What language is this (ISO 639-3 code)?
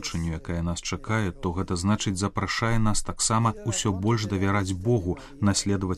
bel